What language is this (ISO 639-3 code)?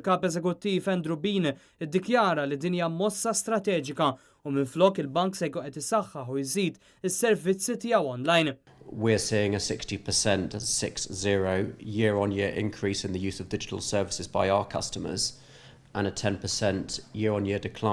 mlt